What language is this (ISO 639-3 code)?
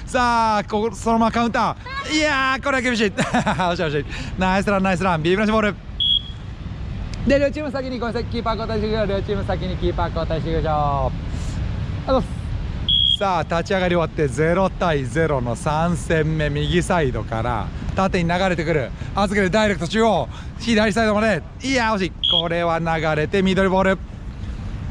jpn